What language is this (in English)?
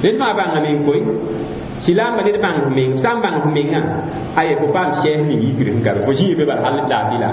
Mossi